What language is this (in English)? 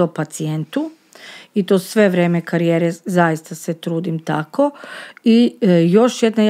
Serbian